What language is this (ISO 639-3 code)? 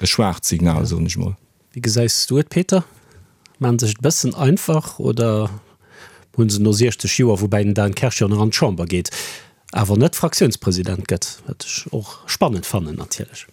ltz